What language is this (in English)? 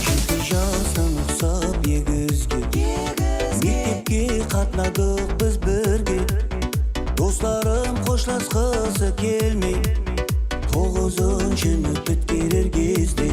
Kara-Kalpak